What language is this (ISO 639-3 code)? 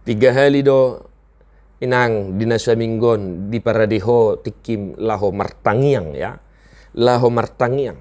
bbc